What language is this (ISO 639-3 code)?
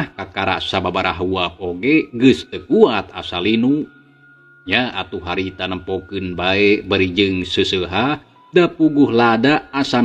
sun